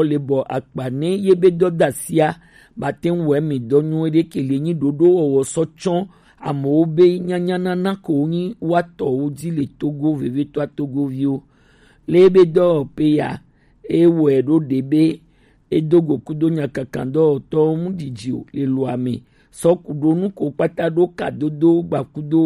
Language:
Gen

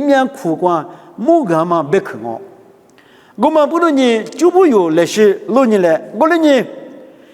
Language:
Lisu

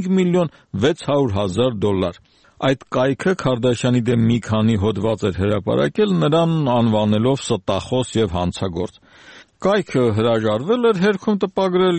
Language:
Armenian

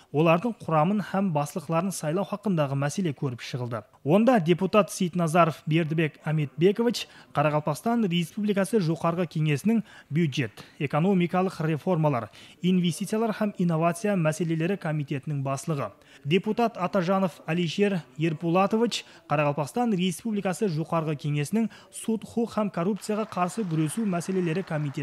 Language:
Kara-Kalpak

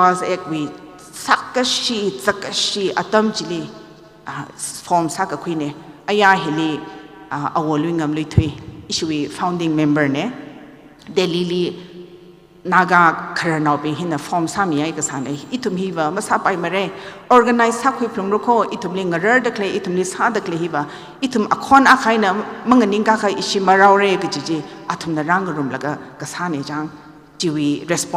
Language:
Tangkhul Naga (India)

